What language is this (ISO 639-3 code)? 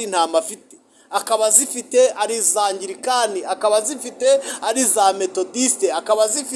kin